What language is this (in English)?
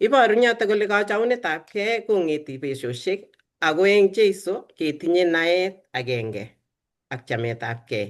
Kalenjin